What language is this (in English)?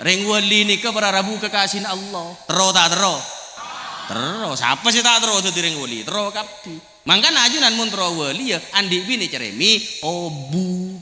Madurese